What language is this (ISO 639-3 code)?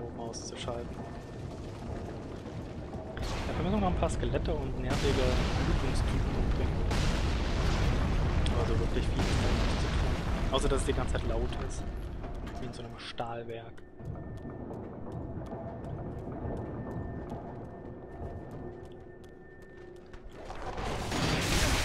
deu